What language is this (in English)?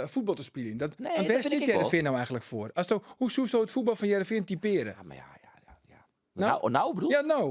Western Frisian